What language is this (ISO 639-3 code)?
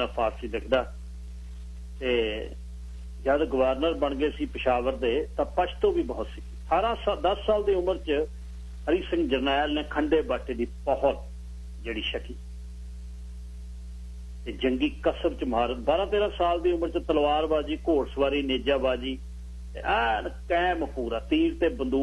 pan